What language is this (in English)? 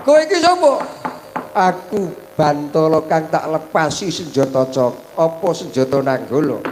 Javanese